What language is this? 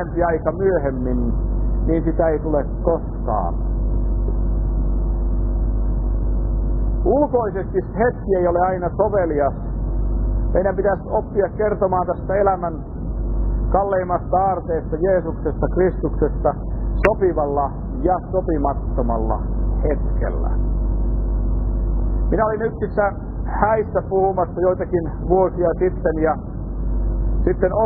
Finnish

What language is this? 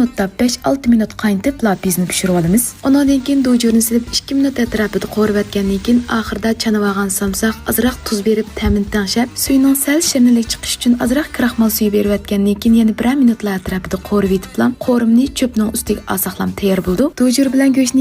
Uyghur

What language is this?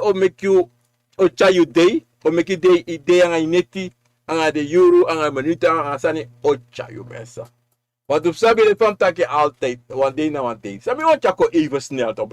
Sranan Tongo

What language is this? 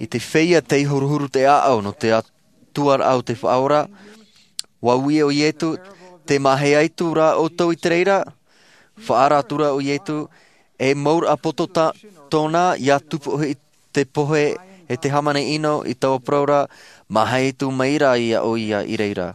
Tahitian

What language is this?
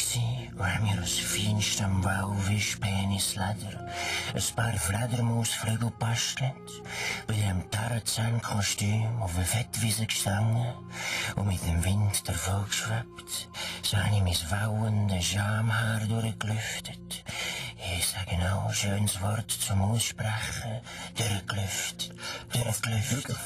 Swiss German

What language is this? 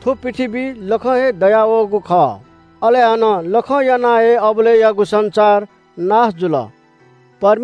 Newari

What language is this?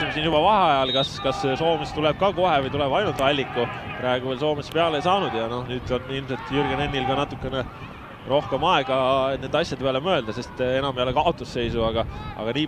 Estonian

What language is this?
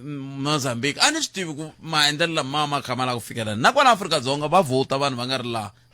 Tsonga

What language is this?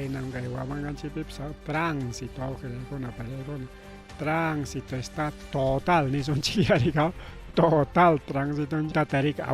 Ayacucho Quechua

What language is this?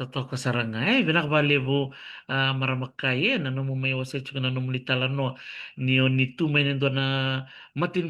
Fijian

